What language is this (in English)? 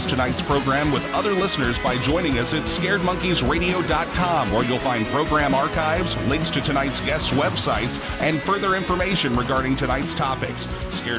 English